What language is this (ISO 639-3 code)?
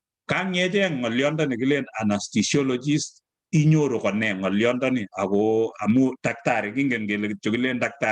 kln